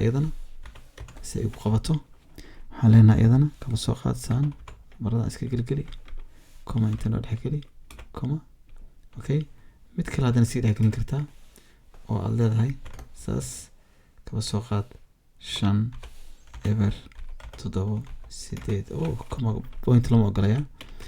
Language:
Somali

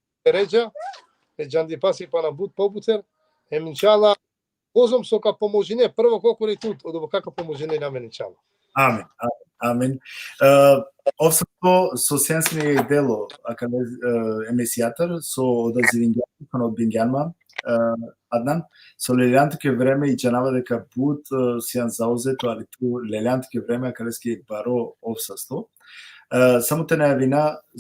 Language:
Balkan Romani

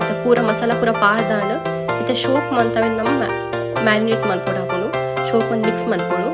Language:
Tulu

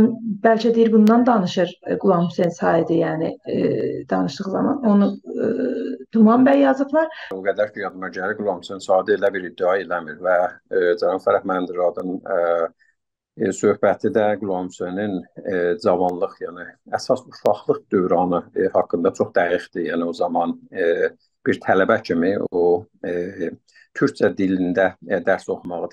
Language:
South Azerbaijani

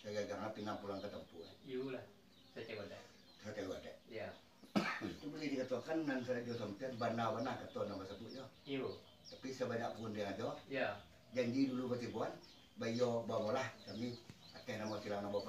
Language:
Minangkabau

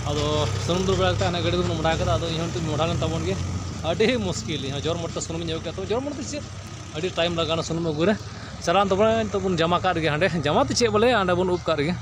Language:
Santali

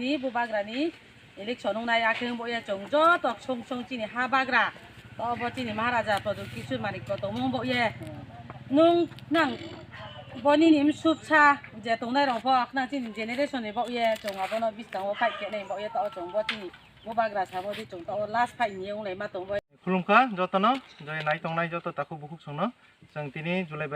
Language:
Kok Borok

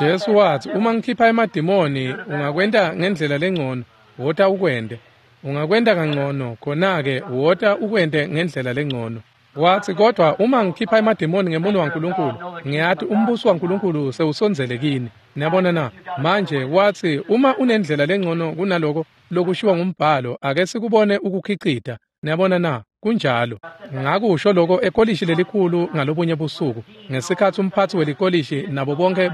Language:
Swati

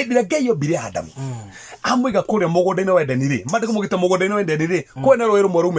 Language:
Kikuyu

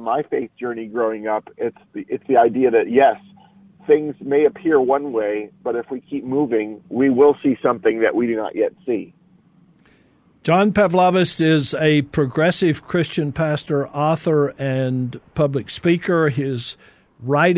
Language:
English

